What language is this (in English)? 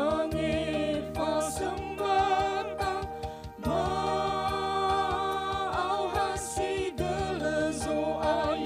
Nias